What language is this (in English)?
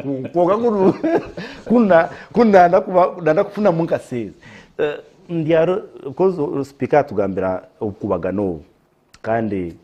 Nyankole